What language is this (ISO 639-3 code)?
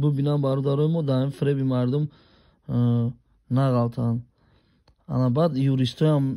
tgk